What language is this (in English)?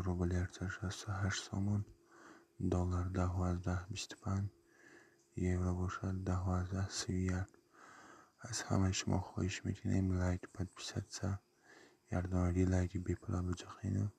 Tajik